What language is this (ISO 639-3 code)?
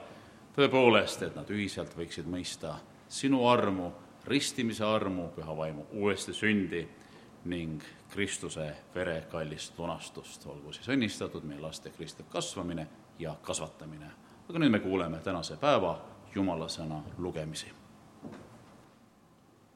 est